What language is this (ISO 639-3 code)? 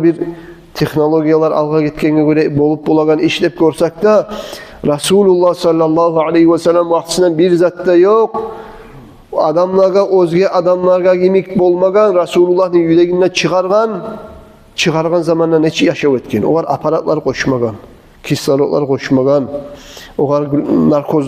kum